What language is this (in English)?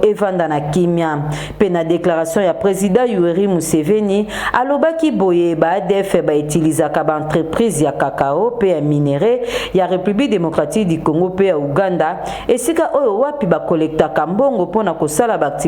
Lingala